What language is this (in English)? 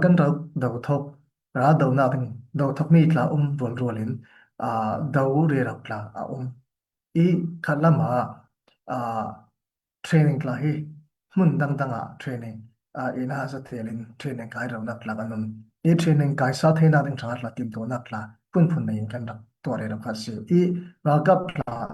Falam Chin